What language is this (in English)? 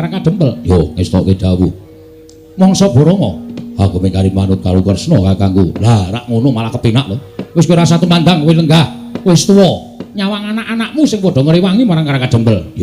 Javanese